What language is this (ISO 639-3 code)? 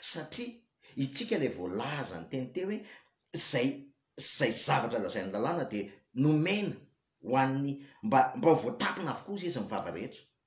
mlg